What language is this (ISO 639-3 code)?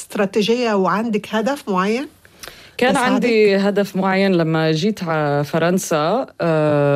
ara